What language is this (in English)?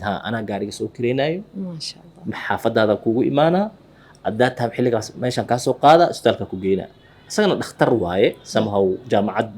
Somali